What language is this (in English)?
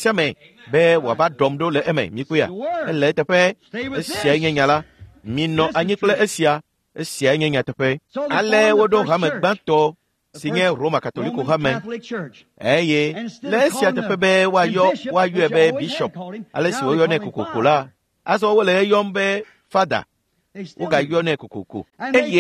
Ewe